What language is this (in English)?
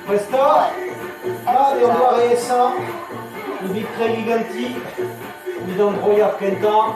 Breton